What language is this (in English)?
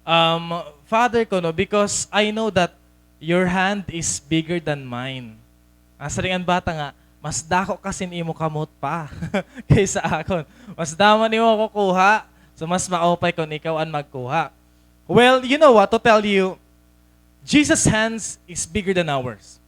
Waray